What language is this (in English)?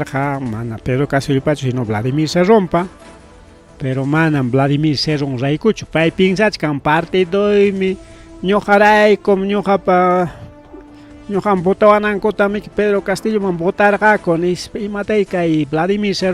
Ayacucho Quechua